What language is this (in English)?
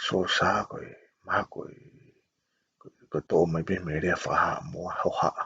Tongan